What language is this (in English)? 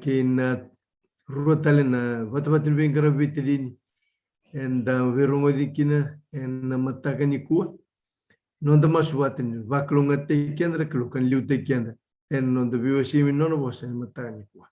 Fijian